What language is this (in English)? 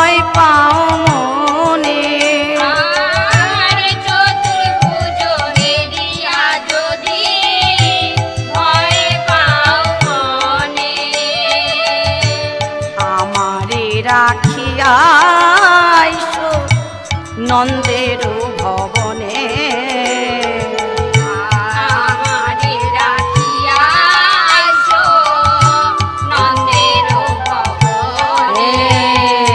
Bangla